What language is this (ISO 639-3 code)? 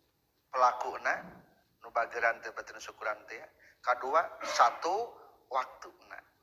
sun